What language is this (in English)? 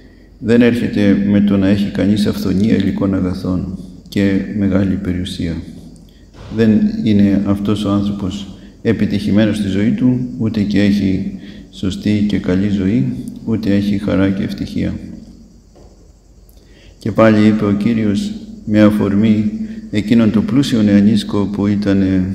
Greek